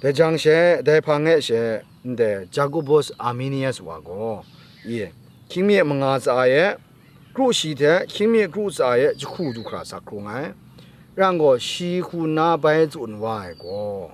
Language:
Kachin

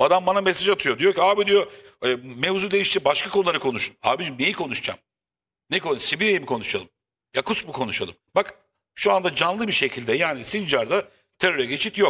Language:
Turkish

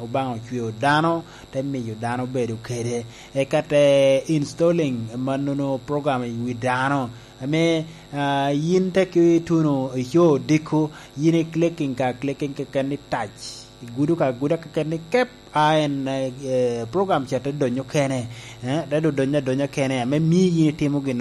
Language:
Lango (Uganda)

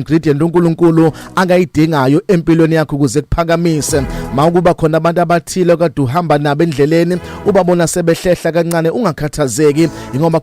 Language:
Zulu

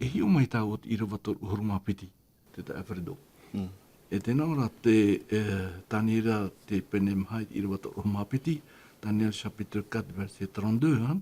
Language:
Tahitian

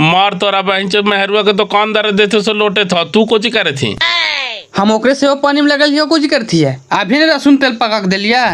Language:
Magahi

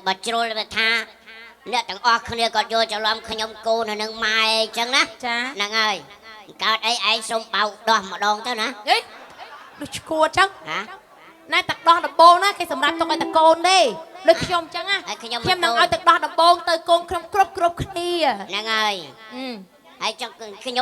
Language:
Khmer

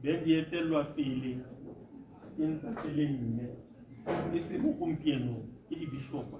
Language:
Tswana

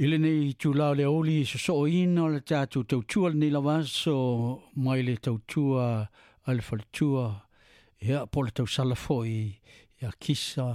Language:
Samoan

